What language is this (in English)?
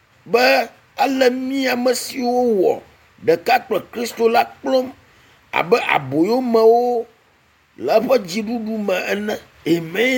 Ewe